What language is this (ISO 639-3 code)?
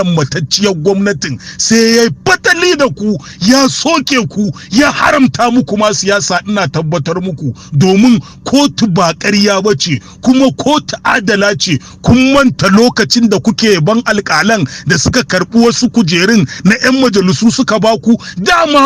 hau